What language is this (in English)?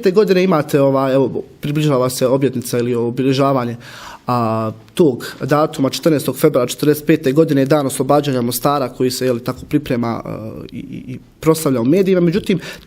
Bosnian